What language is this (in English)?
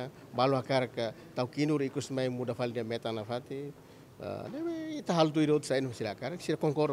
Tetum